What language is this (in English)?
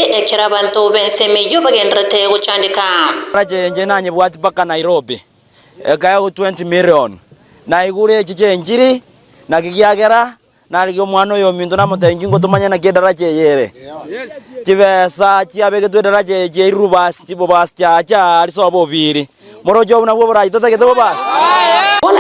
Gusii